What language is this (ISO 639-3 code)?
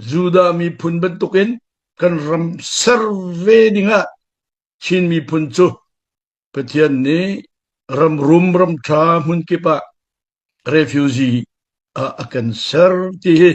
cnh